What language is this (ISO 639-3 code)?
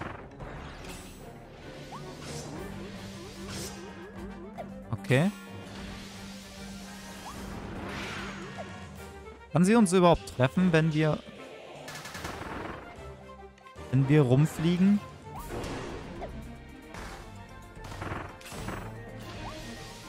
deu